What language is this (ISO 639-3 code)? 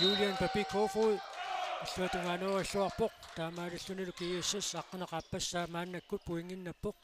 kal